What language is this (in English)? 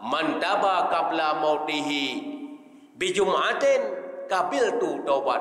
Achinese